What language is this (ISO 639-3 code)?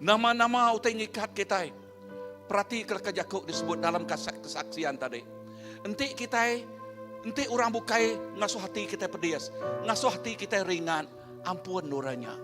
iba